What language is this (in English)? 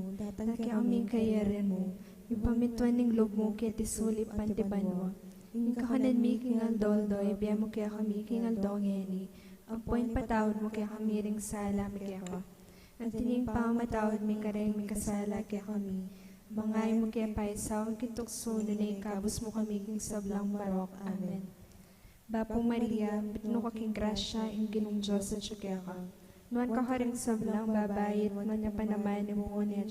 Pampanga